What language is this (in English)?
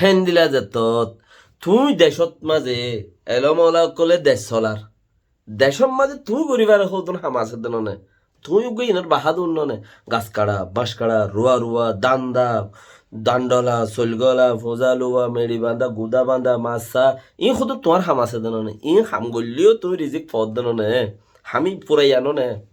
Rohingya